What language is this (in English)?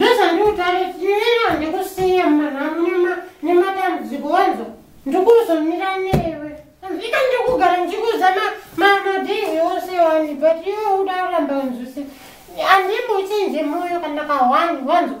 Shona